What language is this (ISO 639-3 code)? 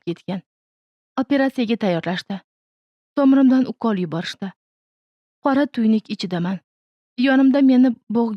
uzb